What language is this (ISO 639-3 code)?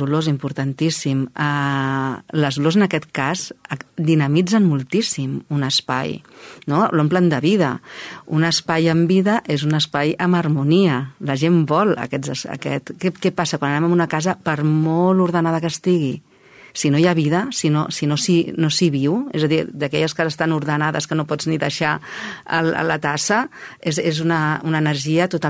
cat